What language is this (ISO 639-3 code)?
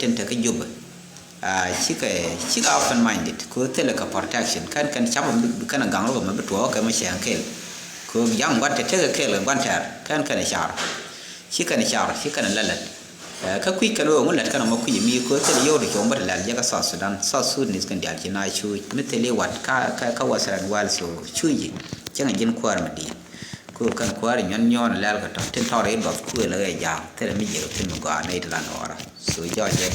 nus